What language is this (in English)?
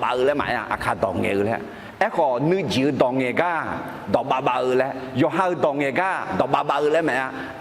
Akha